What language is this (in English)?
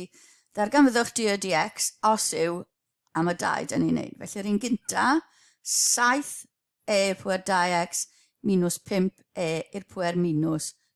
Welsh